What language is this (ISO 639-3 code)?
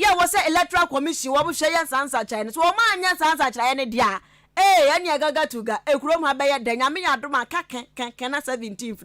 aka